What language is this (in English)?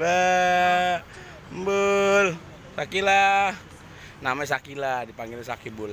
Betawi